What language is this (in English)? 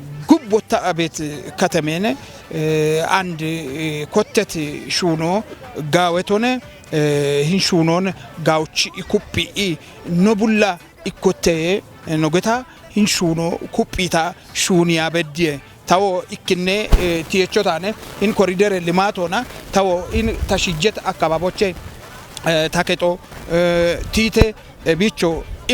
Kafa